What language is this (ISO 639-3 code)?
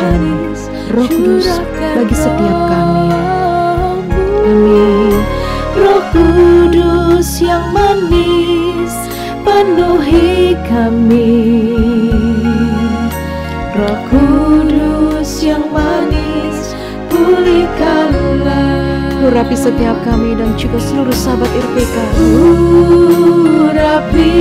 ind